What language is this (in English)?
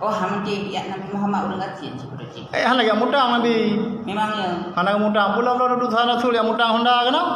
Achinese